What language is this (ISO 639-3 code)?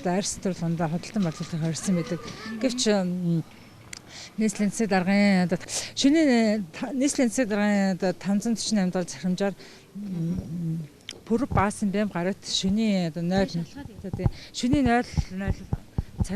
mon